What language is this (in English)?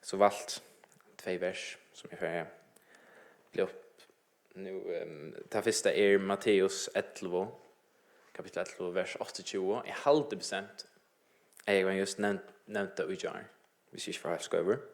Faroese